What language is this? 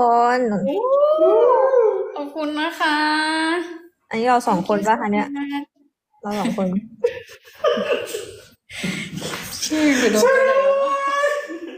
Thai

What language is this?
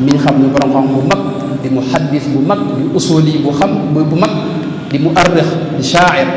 Wolof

